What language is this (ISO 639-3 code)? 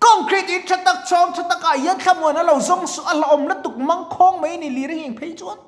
lus